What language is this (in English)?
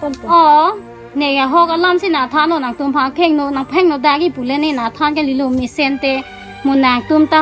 Karbi